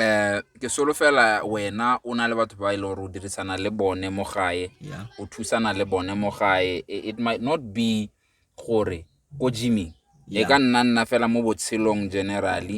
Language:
Tswana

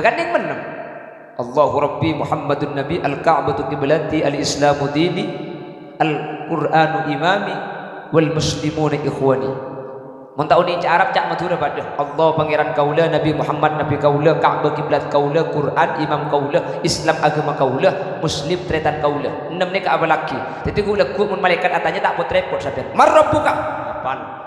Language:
Madurese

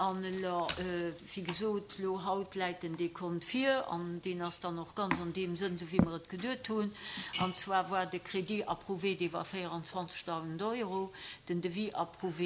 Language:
Luxembourgish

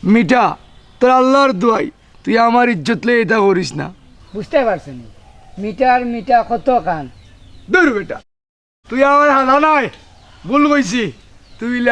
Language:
Sylheti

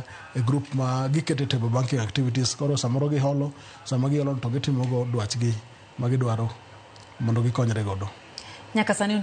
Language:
Luo (Kenya and Tanzania)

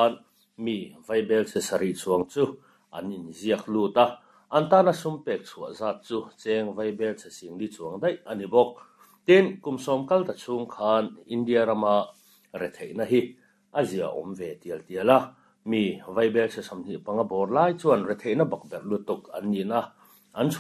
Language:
Mizo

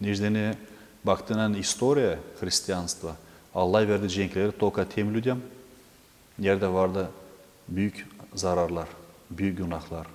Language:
Gagauz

